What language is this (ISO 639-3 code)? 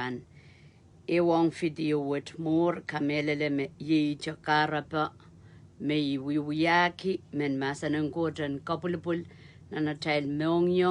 pon